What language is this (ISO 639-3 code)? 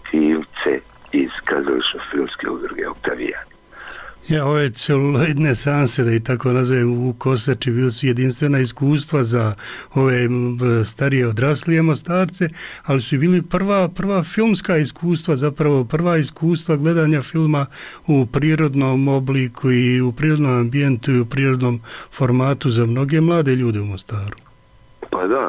hrv